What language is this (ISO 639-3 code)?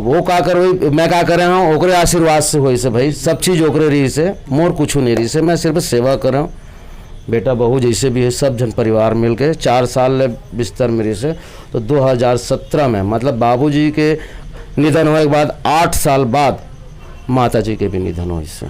hne